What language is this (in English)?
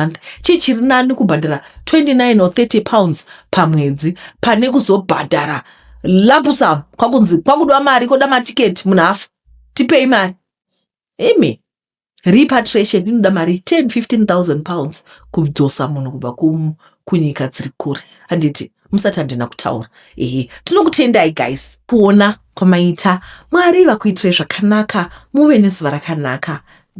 Shona